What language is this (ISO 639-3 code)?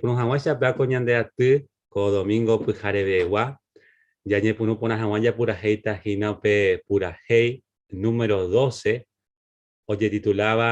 grn